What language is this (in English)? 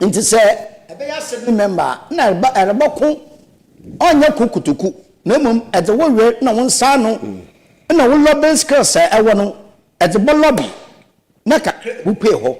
Akan